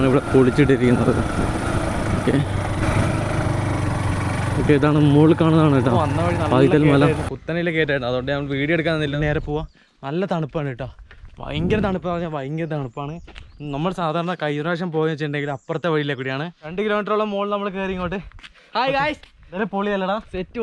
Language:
Malayalam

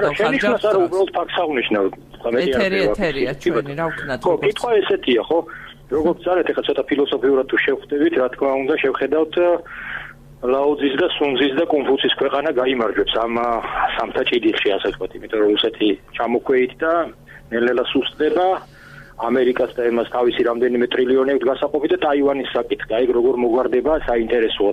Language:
Georgian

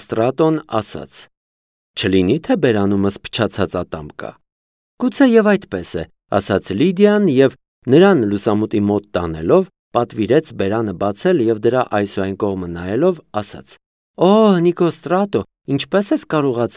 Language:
Armenian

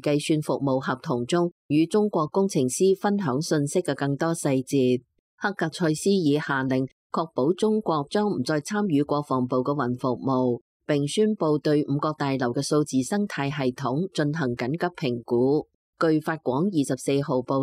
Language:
Cantonese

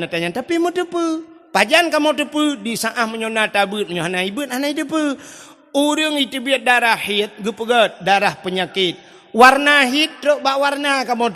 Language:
Achinese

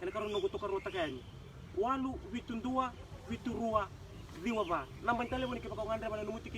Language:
Fijian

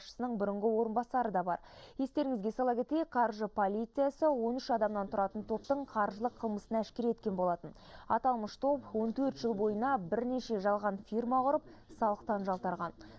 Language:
Kazakh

